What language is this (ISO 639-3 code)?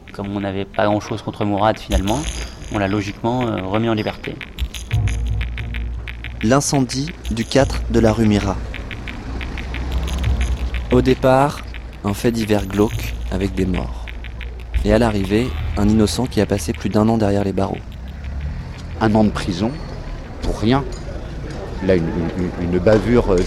fra